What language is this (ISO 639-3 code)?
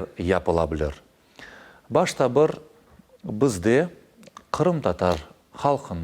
crh